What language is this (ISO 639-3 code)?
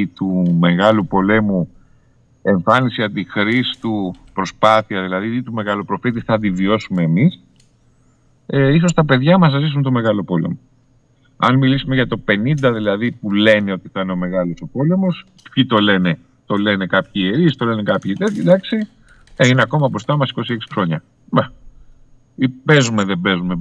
ell